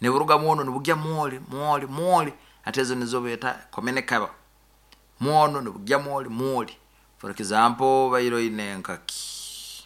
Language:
Nyoro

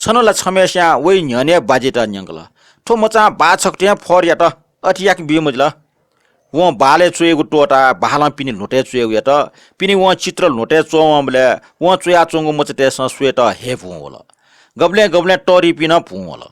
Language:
Newari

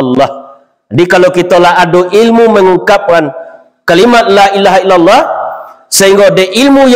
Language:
Minangkabau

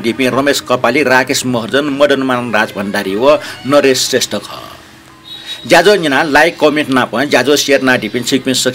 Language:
Newari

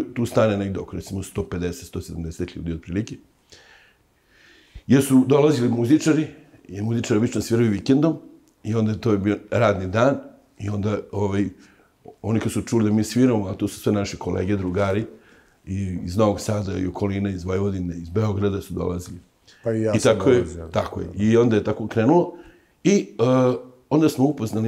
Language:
Serbian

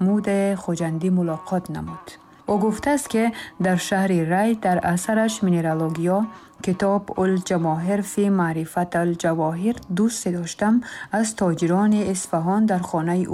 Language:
Tajik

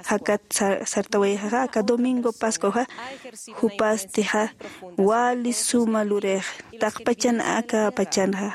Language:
Aymara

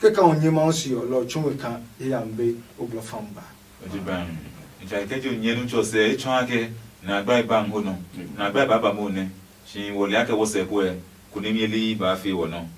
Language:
Adangme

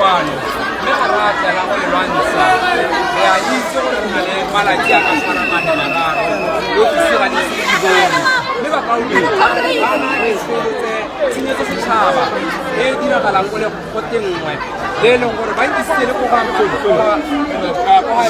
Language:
Tswana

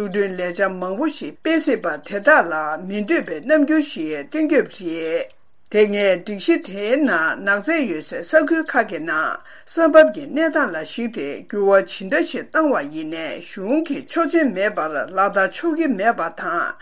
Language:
Tibetan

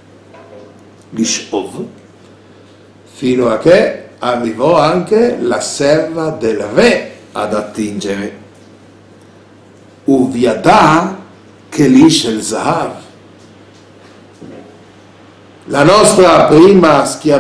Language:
Italian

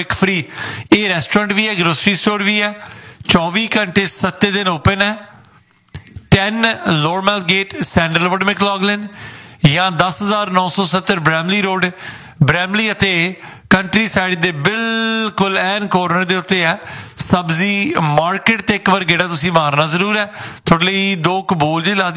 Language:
Punjabi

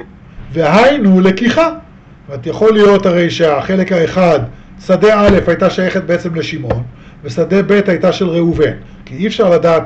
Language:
Hebrew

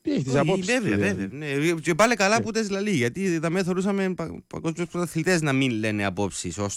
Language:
Greek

